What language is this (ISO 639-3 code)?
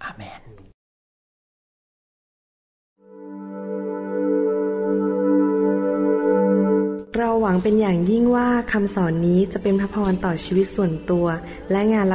tha